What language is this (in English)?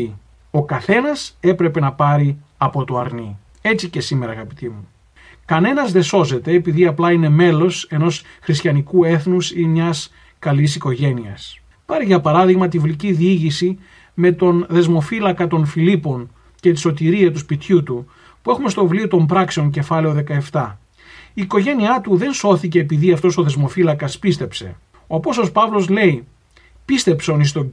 Greek